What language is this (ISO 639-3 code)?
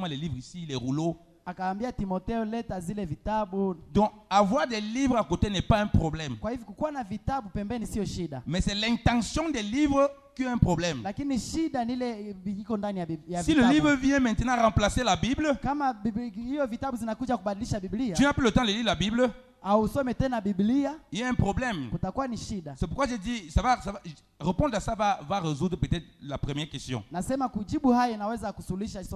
swa